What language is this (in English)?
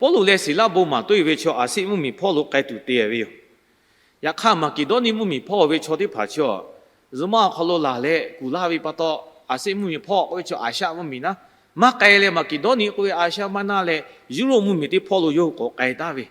Lahu